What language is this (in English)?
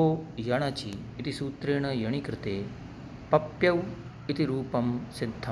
Sanskrit